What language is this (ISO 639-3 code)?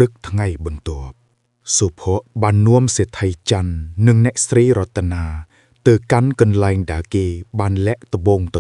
khm